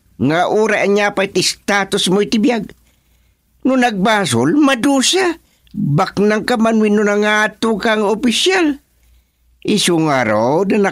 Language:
Iloko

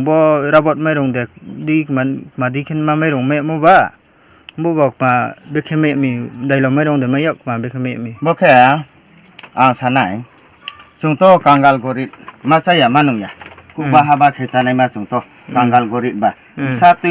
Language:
Riang (India)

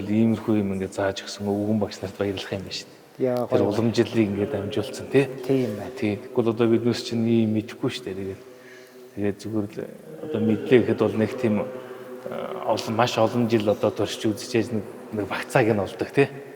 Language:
Mongolian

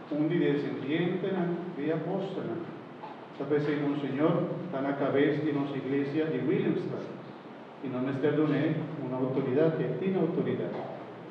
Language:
Papiamento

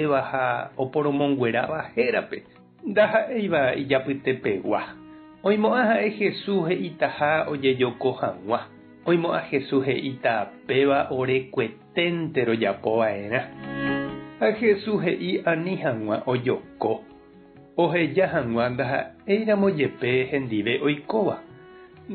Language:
Guarani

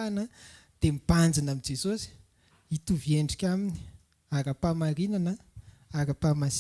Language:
Malagasy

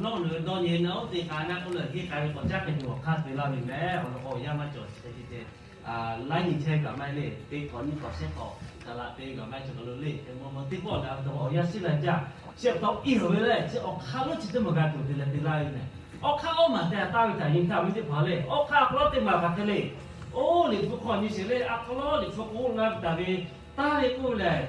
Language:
Lahu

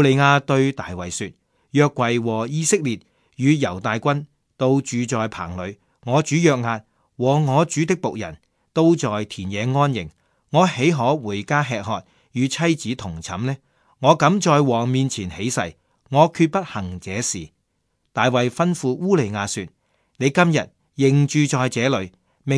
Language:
Cantonese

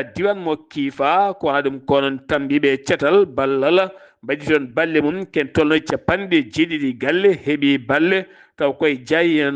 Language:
Fula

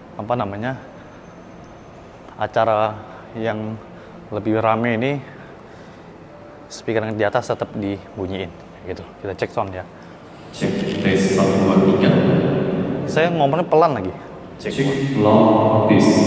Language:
Indonesian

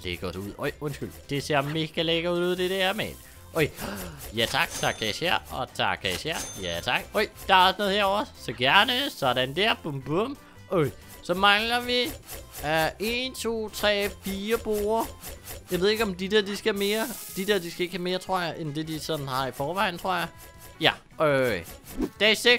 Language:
Danish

